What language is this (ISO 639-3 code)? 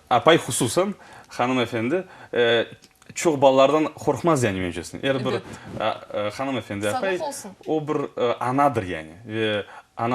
crh